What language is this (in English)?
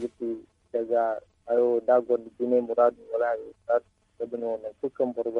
Zarma